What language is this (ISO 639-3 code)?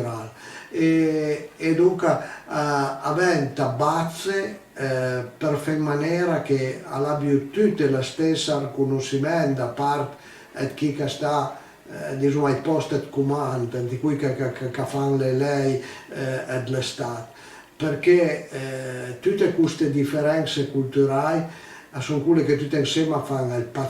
pms